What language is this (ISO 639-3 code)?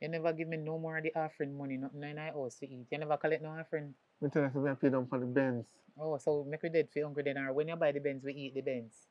jam